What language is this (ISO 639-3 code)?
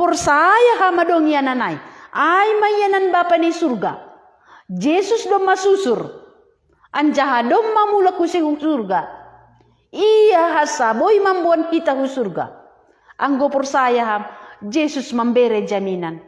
bts